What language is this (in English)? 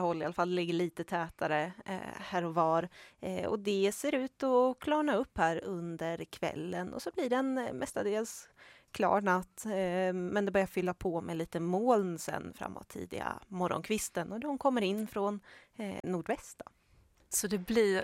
Swedish